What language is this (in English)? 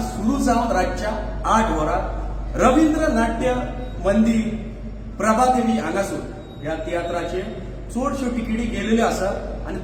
Konkani